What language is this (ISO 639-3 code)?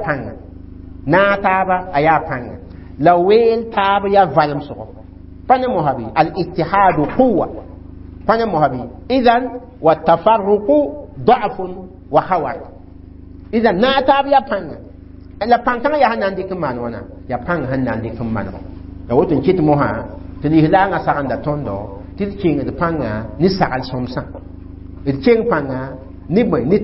mos